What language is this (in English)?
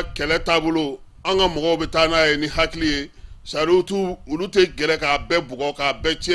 Bambara